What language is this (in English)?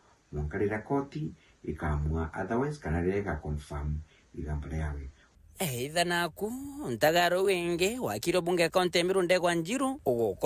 Meru